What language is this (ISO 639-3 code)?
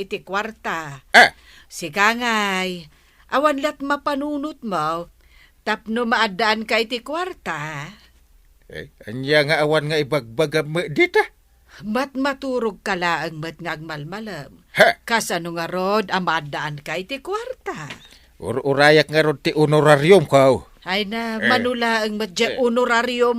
ilo